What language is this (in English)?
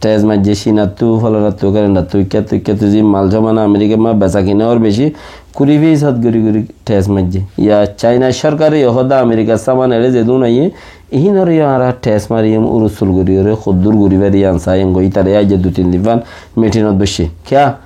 Rohingya